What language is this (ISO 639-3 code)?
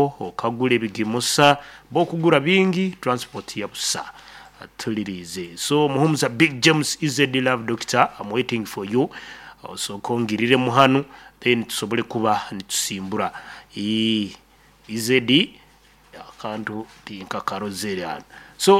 nyo